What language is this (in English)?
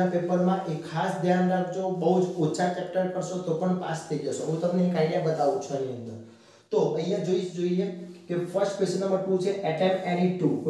Gujarati